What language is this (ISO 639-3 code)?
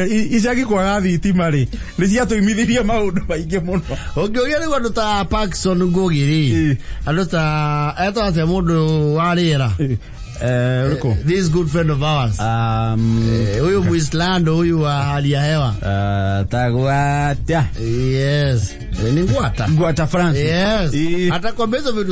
kik